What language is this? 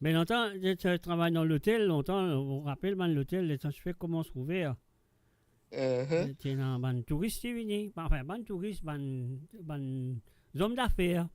Morisyen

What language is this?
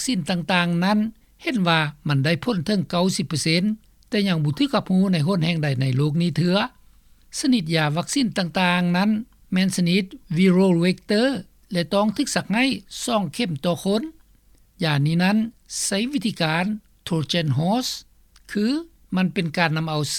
Lao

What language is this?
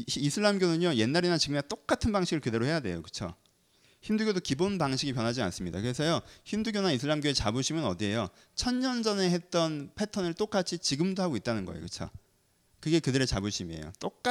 Korean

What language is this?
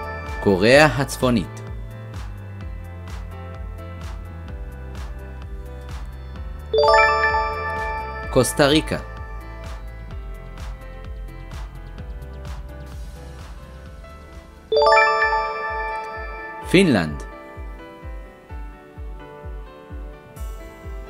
Hebrew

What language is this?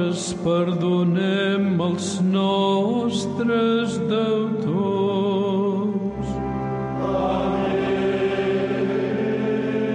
Catalan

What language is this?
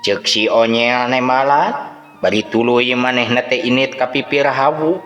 Sundanese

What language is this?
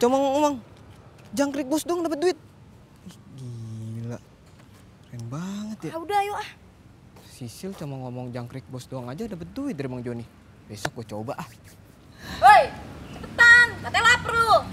Betawi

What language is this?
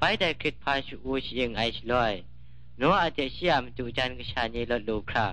Kachin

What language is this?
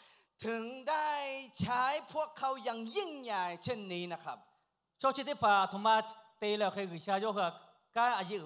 Lahu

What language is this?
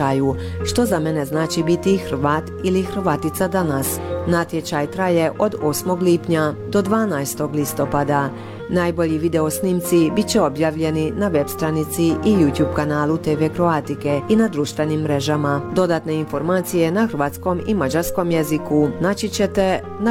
Croatian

